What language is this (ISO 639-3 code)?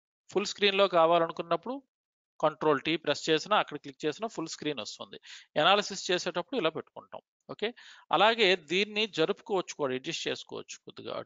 tel